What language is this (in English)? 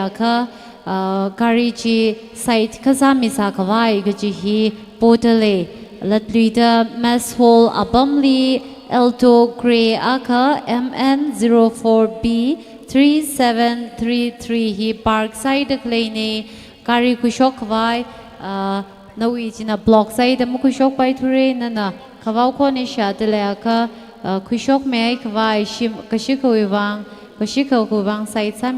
Tangkhul Naga (India)